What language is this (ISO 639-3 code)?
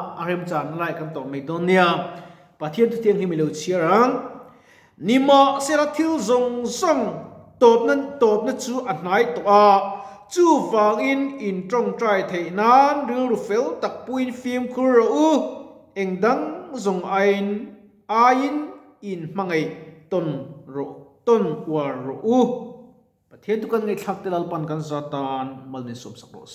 lus